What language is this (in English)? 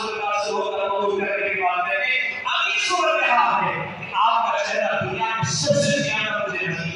Urdu